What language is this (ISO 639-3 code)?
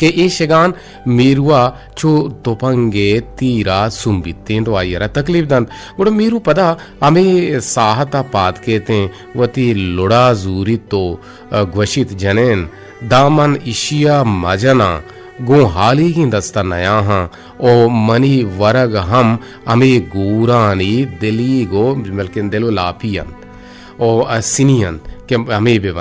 bgp